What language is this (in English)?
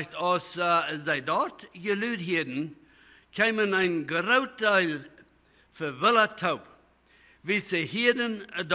Plautdietsch